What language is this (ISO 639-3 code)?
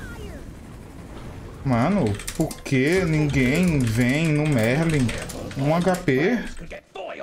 por